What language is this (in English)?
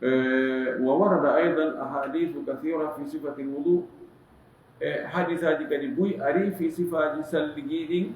Fula